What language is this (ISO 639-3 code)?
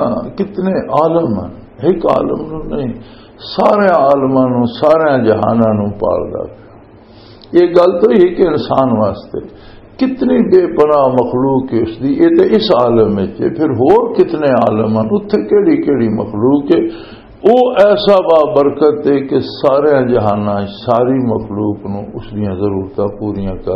lah